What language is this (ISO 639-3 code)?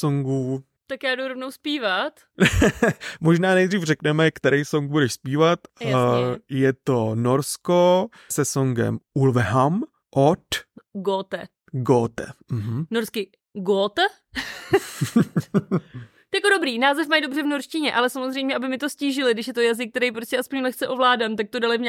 ces